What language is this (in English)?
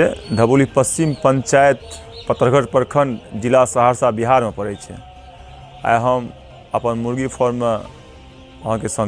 Maithili